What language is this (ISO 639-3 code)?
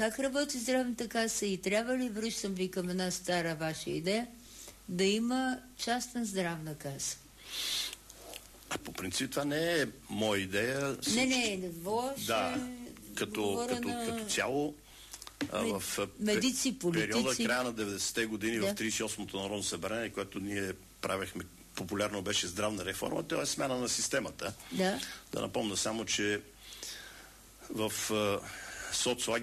bul